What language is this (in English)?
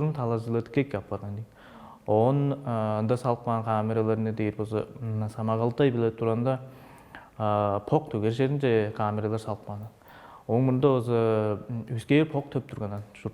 Tuvinian